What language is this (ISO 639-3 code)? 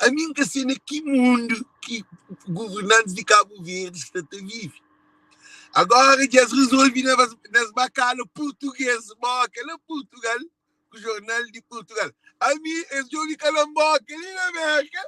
kea